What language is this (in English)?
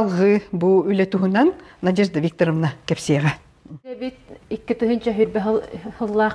Yakut